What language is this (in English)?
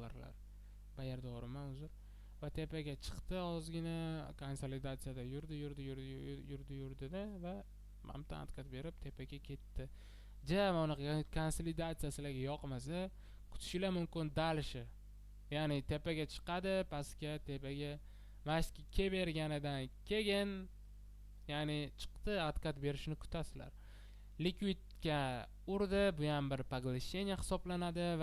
Uzbek